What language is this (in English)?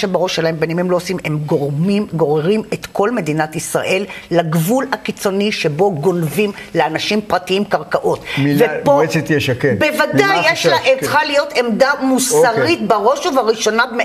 Hebrew